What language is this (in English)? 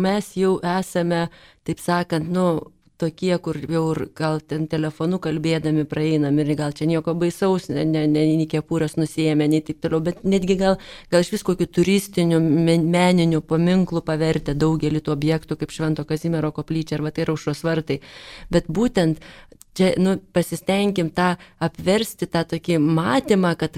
Lithuanian